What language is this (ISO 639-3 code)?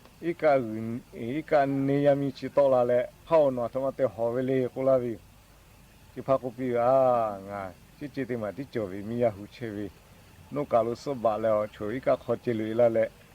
lhu